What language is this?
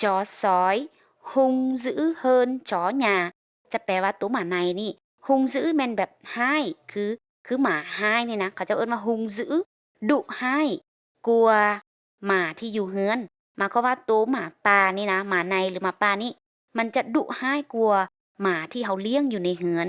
Lao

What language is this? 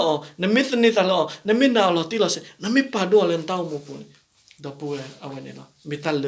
S'gaw Karen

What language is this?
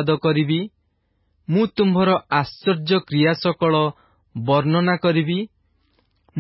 Odia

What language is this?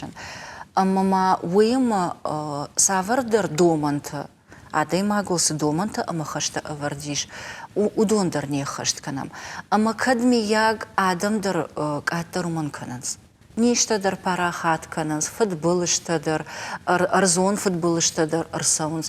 Ossetic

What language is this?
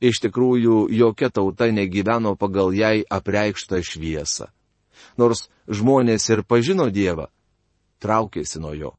Lithuanian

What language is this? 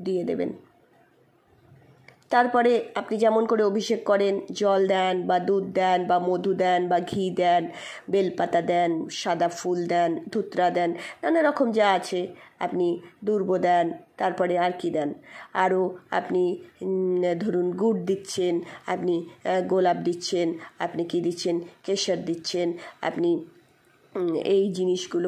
Bangla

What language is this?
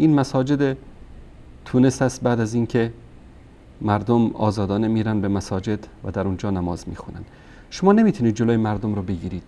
Persian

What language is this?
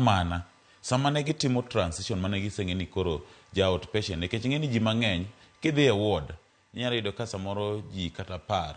Luo (Kenya and Tanzania)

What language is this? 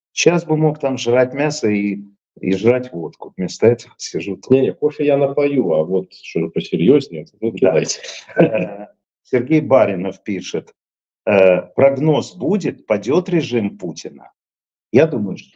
Russian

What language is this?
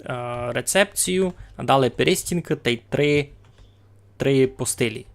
Rusyn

